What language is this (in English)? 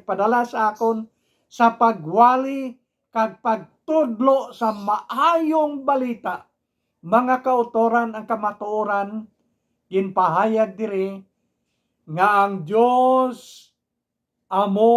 Hiligaynon